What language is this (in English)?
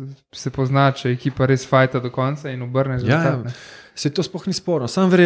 Slovenian